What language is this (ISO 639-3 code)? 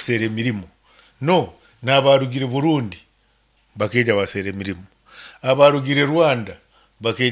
nyn